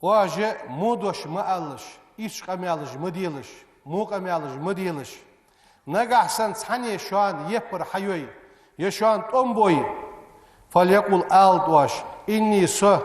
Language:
Ingush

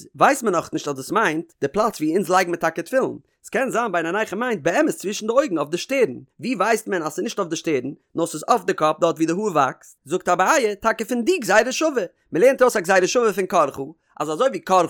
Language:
Yiddish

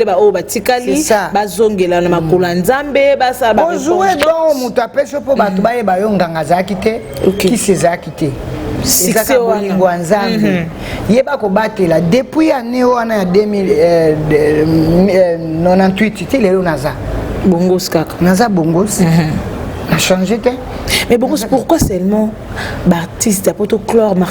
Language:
Lingala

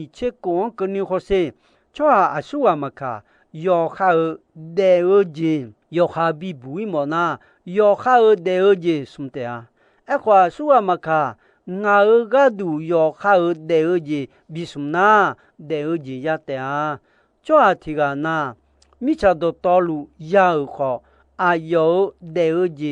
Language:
Akha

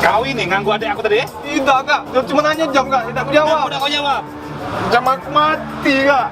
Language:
Musi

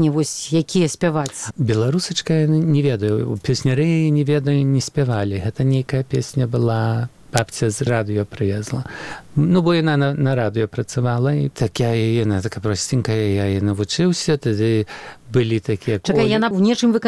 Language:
Belarusian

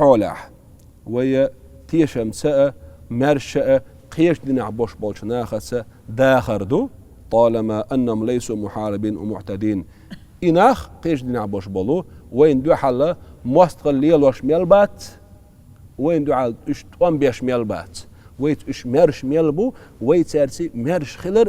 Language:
Chechen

